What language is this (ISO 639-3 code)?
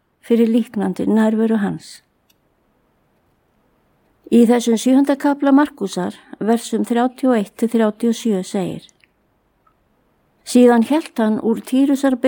isl